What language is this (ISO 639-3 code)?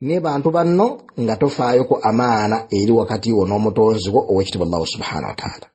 lug